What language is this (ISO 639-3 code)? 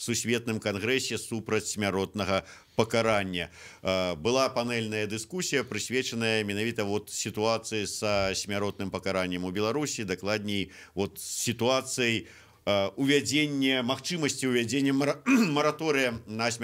bel